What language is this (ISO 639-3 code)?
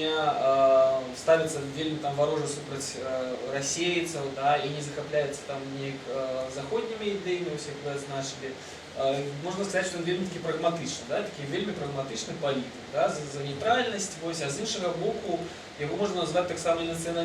bel